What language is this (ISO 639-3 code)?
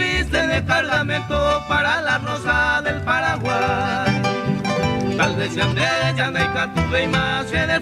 grn